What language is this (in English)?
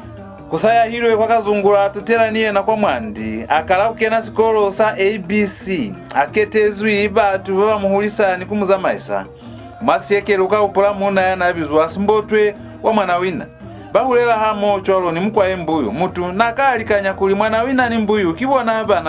Lozi